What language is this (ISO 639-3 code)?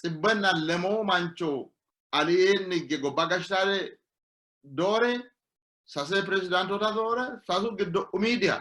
sid